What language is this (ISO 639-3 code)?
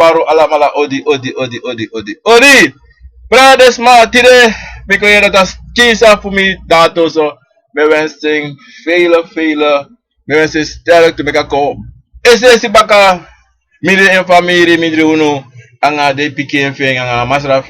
srn